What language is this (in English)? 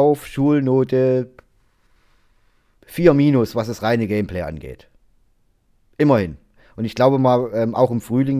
German